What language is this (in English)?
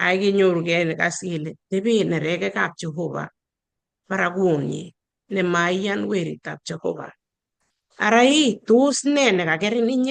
Kalenjin